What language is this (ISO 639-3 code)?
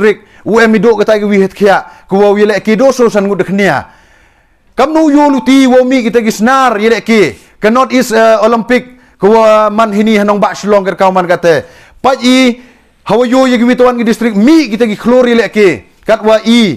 pbv